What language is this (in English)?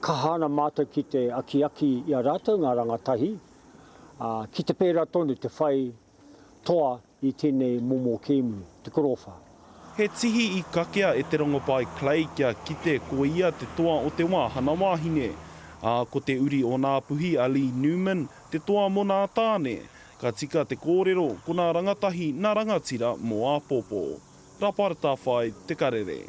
Māori